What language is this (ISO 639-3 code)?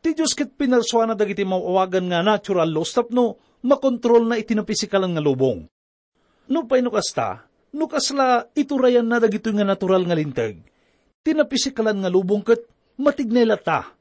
ilo